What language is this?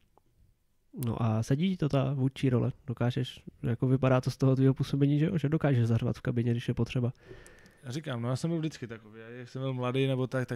Czech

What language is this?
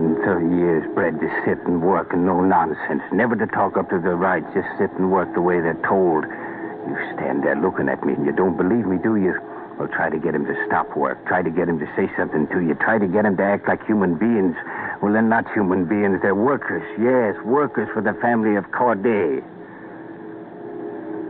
English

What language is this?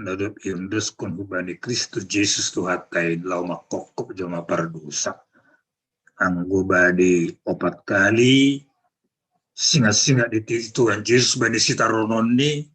Batak Simalungun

